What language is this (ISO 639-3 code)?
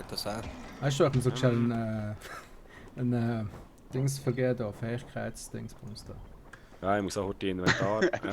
gsw